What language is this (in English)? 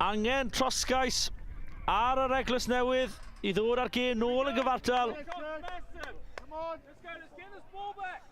Welsh